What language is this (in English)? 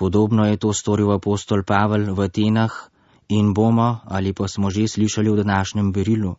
Slovenian